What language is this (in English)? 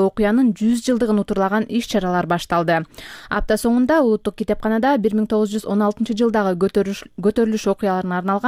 Kyrgyz